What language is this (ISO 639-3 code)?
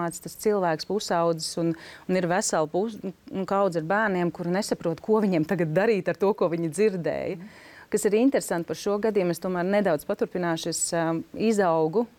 lav